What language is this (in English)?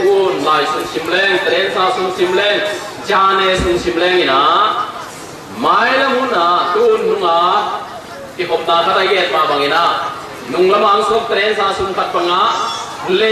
Tedim Chin